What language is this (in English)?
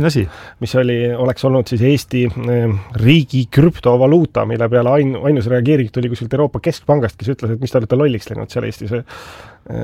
Estonian